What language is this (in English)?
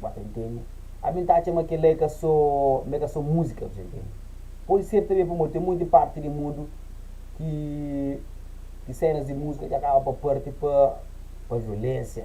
Kabuverdianu